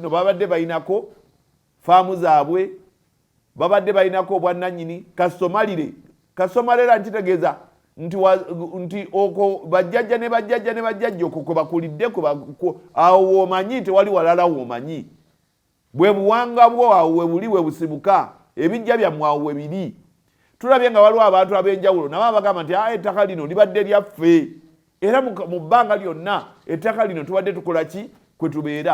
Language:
Ganda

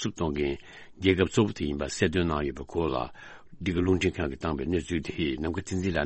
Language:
Tibetan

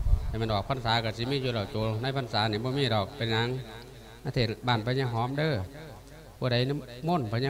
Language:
Lao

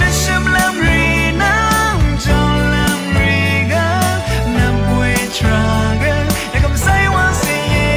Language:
Rawang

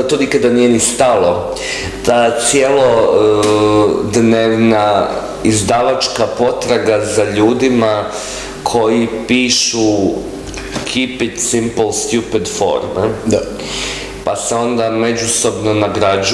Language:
Croatian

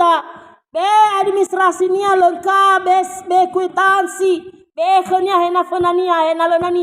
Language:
Nias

